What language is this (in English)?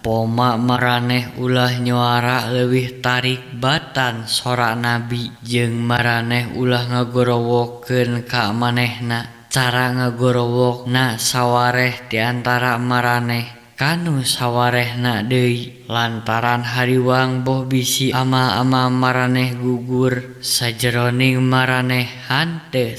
Sundanese